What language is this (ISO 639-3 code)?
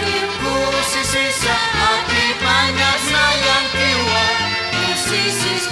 aym